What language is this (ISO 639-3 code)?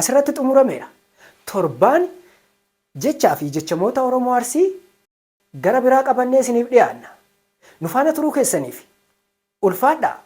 orm